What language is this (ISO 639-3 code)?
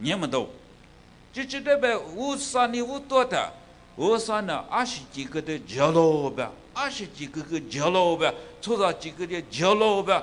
lis